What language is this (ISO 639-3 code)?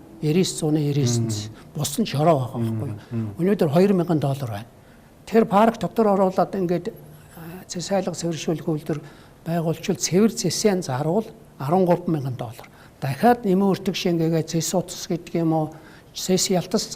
mon